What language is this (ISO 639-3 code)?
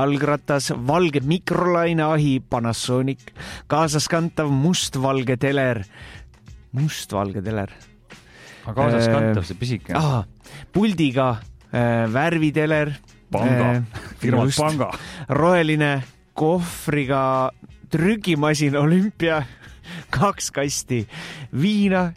est